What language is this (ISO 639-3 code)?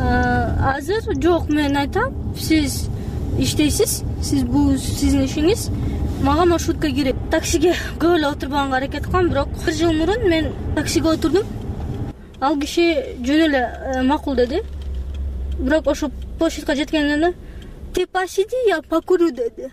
kir